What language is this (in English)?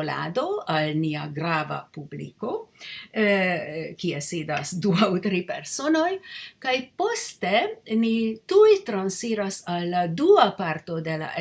Esperanto